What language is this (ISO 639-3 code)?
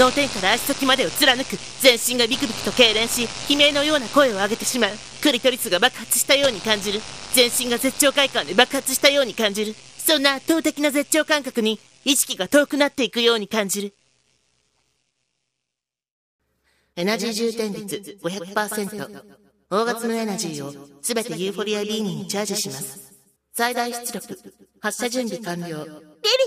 jpn